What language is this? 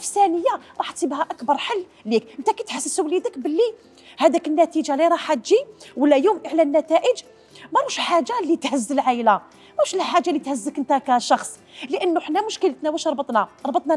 Algerian Arabic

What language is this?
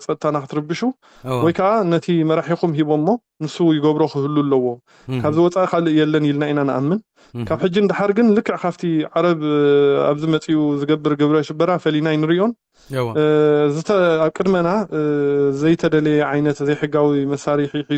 Tigrinya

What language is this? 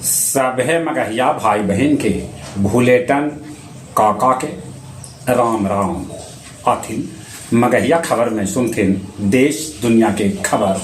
Magahi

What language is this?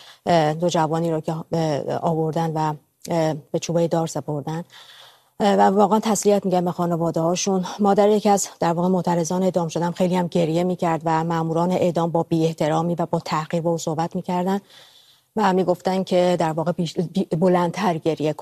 Persian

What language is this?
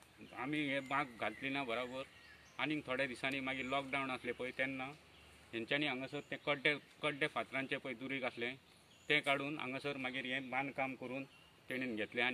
Konkani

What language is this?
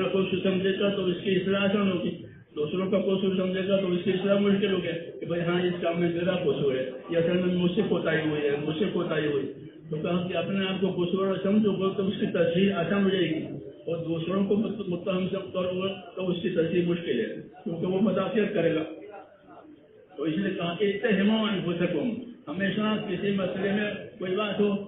Urdu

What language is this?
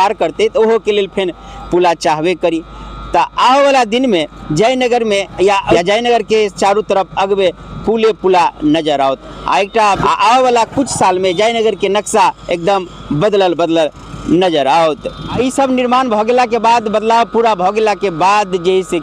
Maithili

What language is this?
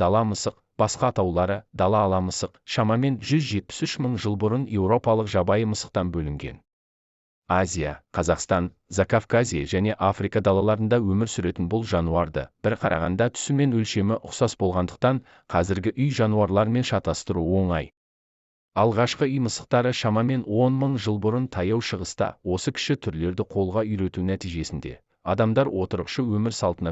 Kazakh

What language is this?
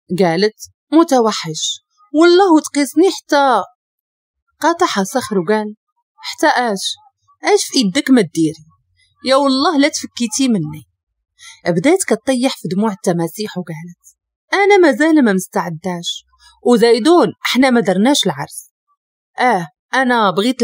Moroccan Arabic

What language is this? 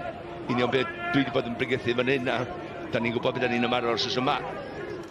Welsh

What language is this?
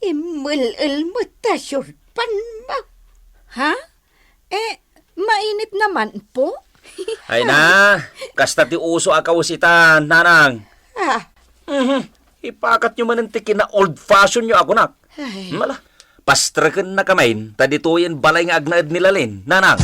Iloko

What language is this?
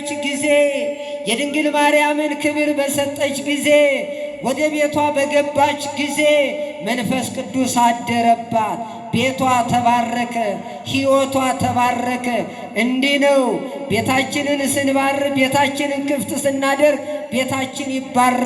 Amharic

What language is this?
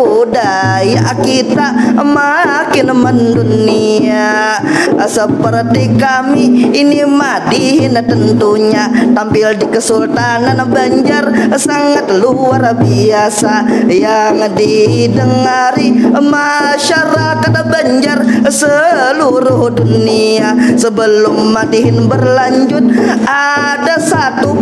Banjar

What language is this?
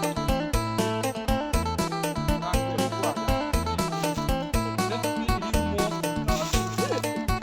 Lao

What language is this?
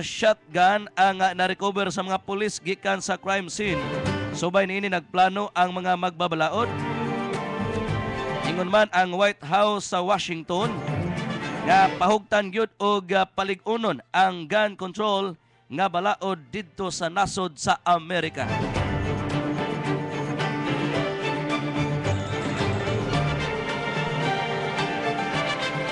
Cebuano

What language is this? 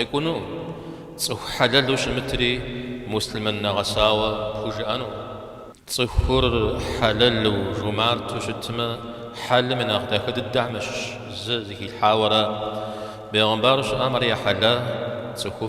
Kabardian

